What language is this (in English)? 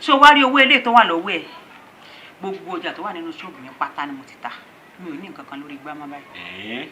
Yoruba